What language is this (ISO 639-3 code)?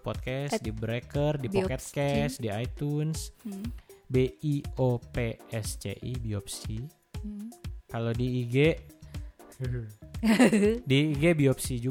ind